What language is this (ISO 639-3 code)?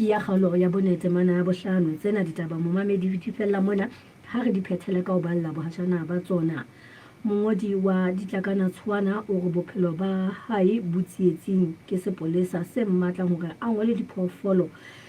sot